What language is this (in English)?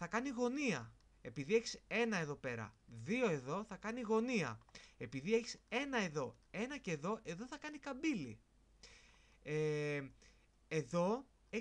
Greek